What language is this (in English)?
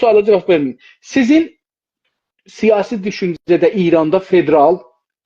South Azerbaijani